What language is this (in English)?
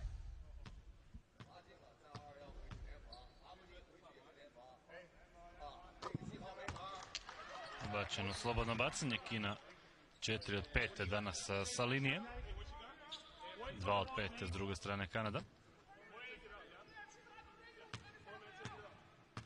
Croatian